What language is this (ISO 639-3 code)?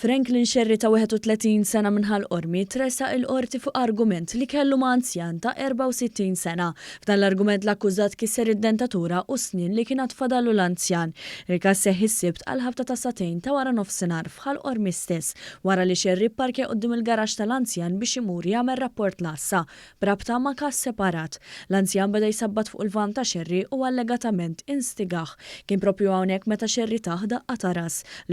mlt